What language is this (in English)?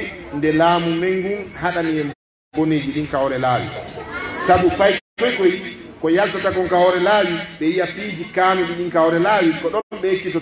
Pular